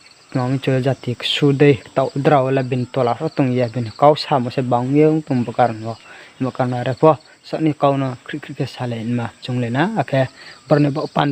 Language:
Riang (India)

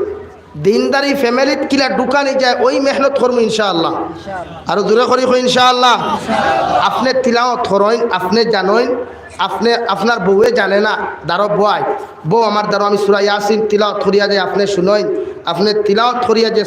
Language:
Sylheti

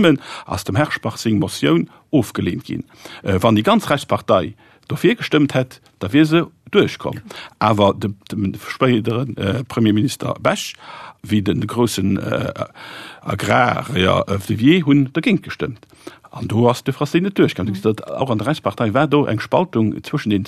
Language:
Luxembourgish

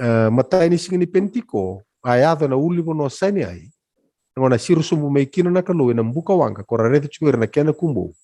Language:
Fijian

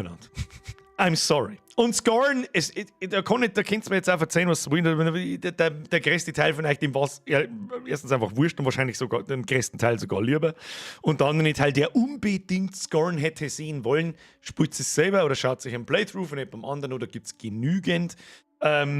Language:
Bavarian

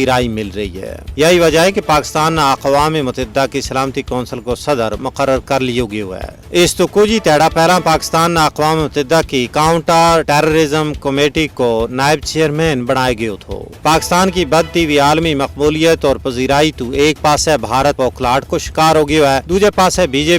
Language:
Gujari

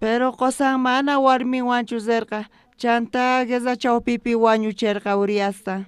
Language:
South Bolivian Quechua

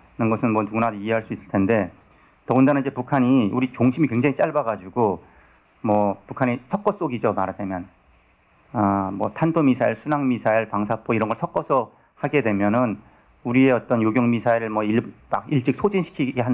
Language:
Korean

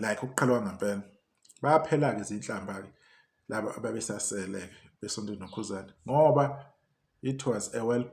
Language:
Zulu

